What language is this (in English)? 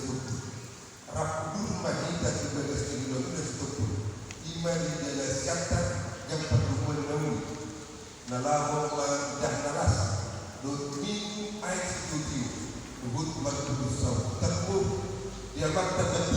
Batak Toba